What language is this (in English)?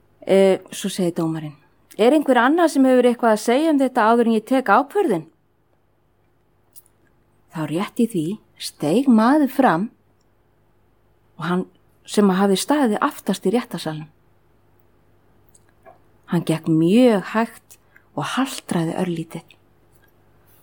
Icelandic